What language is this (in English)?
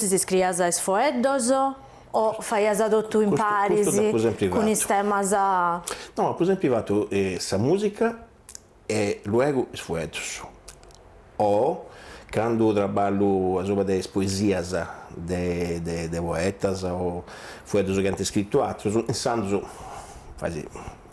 Sardinian